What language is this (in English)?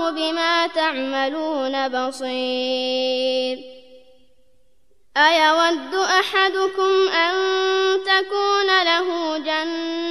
Arabic